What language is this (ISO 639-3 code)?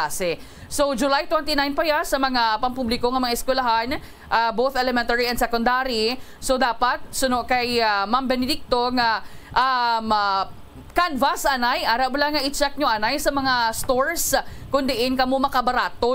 hil